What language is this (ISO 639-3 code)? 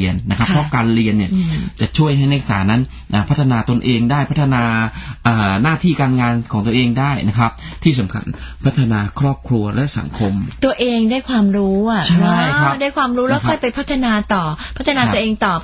tha